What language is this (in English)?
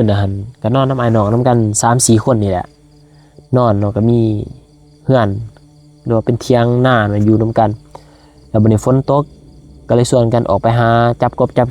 Lao